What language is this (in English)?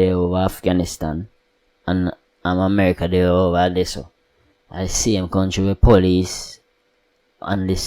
Jamaican Creole English